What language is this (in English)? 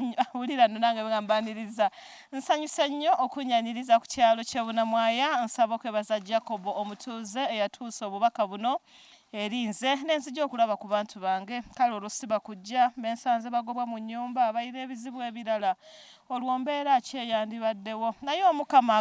Ganda